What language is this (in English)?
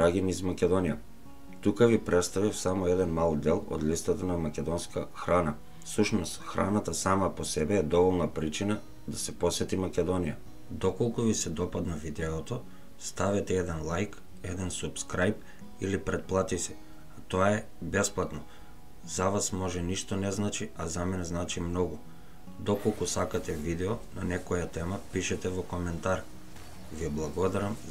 Macedonian